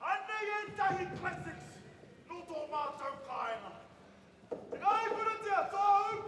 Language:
Māori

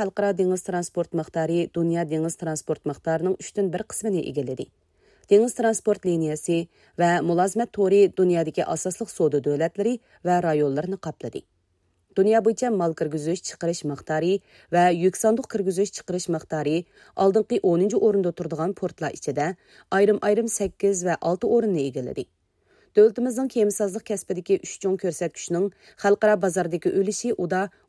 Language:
Uyghur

